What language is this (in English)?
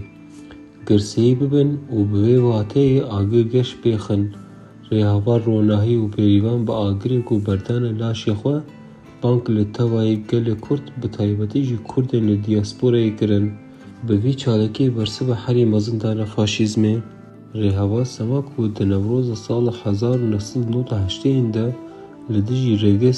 Kurdish